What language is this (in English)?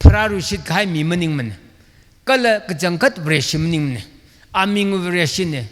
Tangkhul Naga (India)